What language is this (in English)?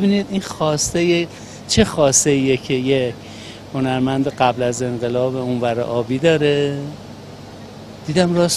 Persian